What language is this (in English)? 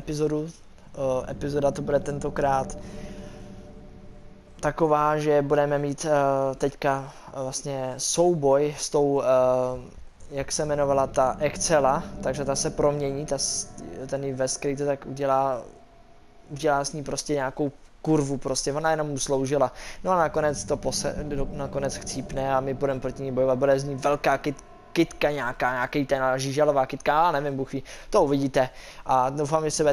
Czech